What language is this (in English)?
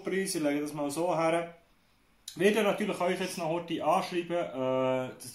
Swiss German